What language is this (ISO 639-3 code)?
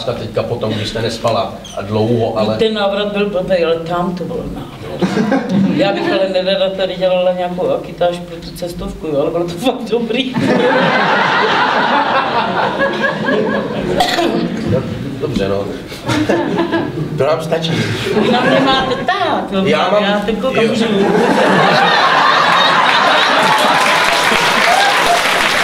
ces